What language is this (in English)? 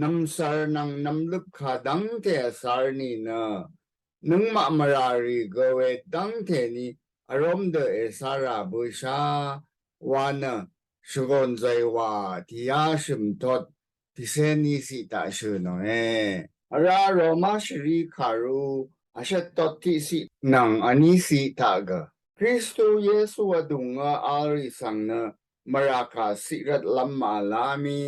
Rawang